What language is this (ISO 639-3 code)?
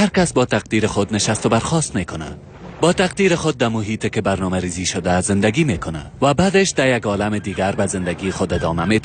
tgk